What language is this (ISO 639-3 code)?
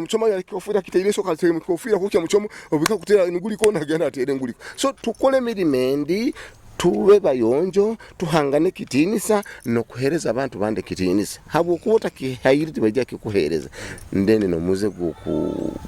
nyo